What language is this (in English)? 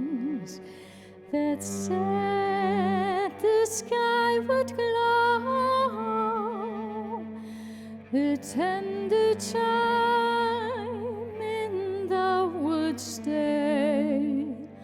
Breton